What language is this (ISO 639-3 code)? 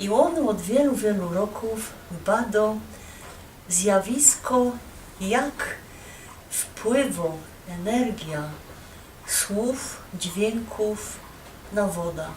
szl